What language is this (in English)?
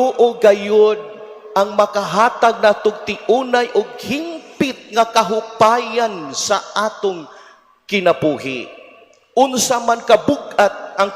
Cebuano